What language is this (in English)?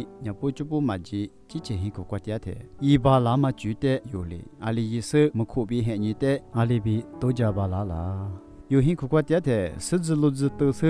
Lisu